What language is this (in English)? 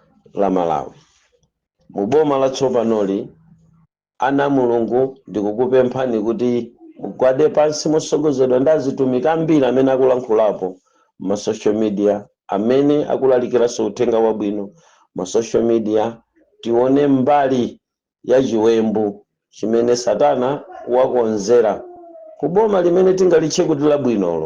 Nyanja